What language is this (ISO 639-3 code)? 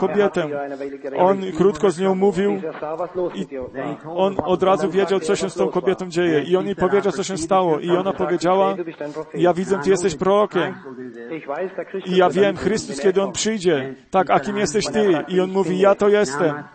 pol